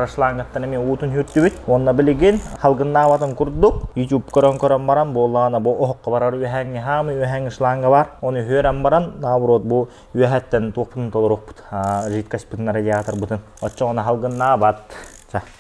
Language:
Yakut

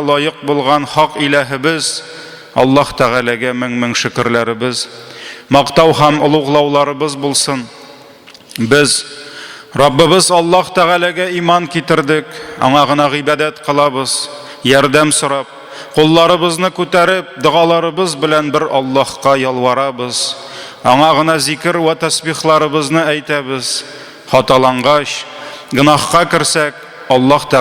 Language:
Tatar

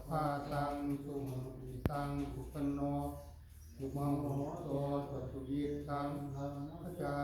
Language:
Pali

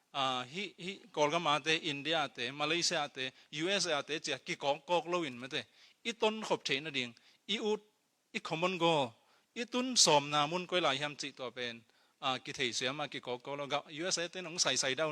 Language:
Tedim Chin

